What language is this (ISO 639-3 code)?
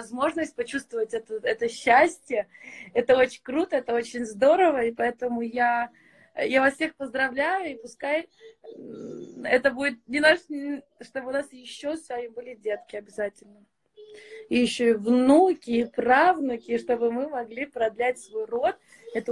rus